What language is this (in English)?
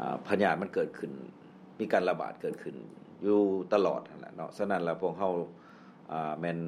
Lao